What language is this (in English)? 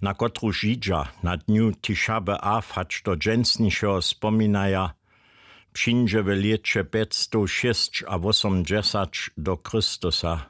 Upper Sorbian